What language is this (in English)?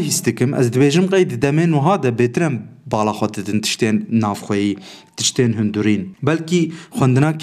Kurdish